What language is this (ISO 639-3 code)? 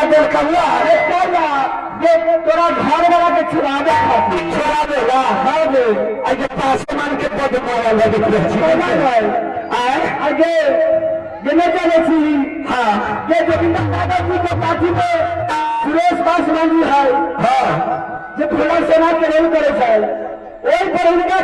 mai